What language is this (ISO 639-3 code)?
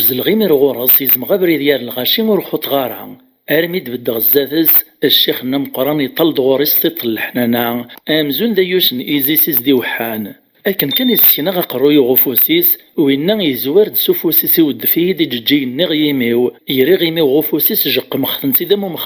kab